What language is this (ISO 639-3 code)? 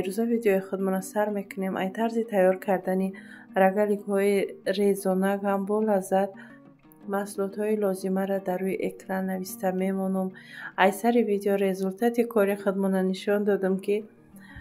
tgk